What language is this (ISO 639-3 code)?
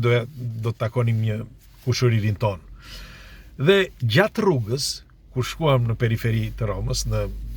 sqi